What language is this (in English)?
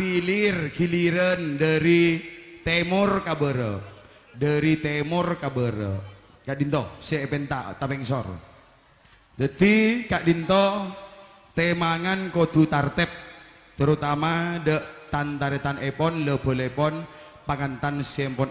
Madurese